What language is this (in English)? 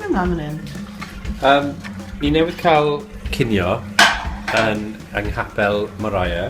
Welsh